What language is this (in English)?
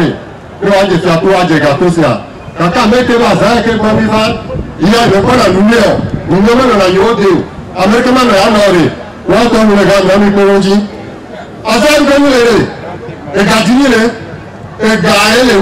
Ewe